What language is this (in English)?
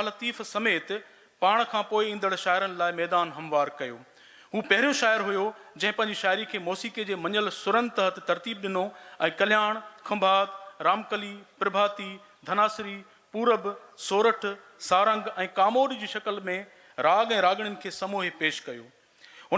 Sindhi